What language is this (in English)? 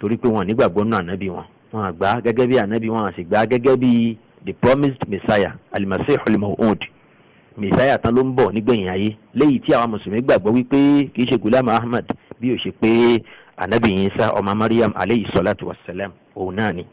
Yoruba